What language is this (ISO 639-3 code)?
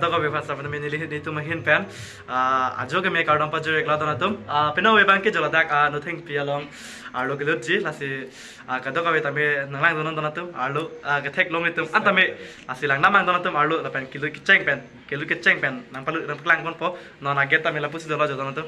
mjw